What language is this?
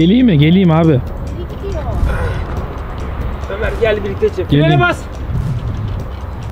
Turkish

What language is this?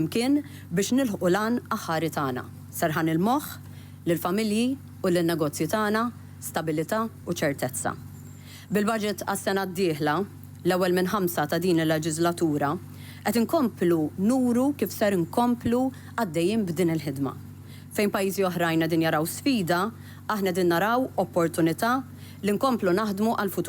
Maltese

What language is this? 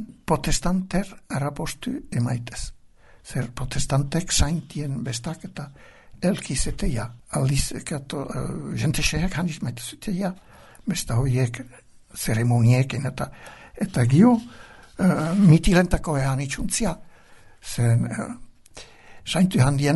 Basque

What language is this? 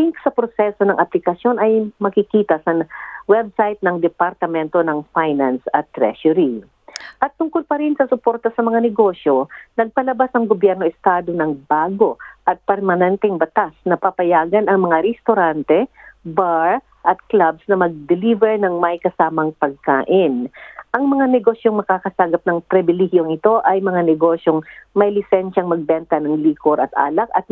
Filipino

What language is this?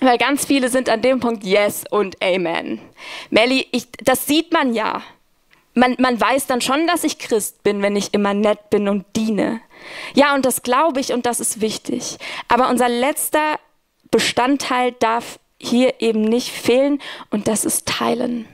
Swiss German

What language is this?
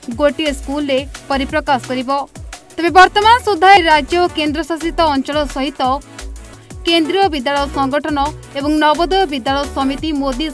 Odia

